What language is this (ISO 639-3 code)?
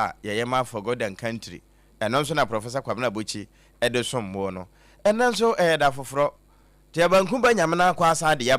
aka